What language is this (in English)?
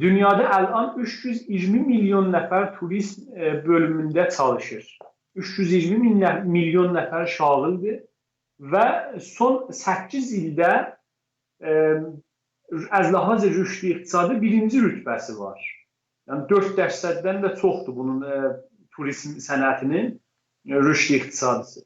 South Azerbaijani